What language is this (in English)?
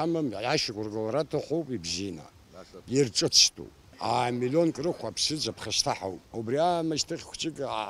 Abkhazian